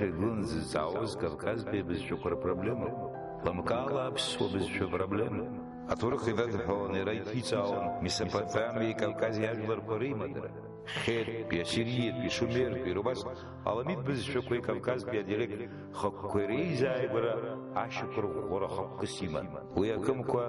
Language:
Abkhazian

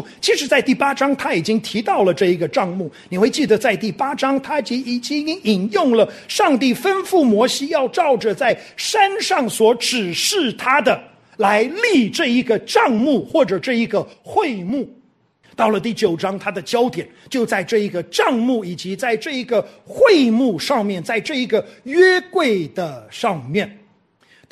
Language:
Chinese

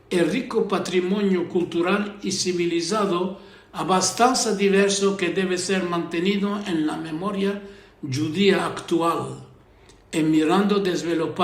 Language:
Ladino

